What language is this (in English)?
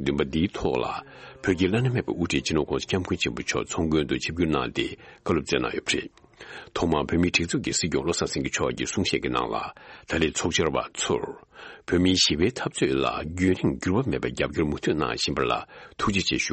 Tibetan